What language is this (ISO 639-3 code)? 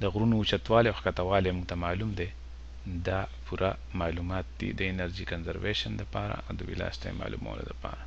pus